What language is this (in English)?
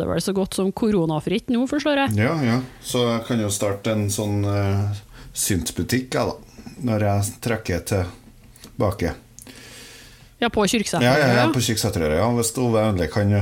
Norwegian